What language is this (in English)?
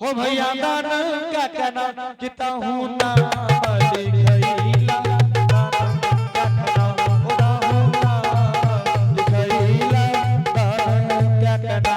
Angika